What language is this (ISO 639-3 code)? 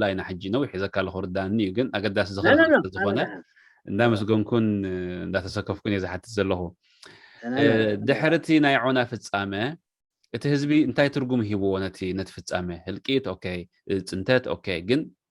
tir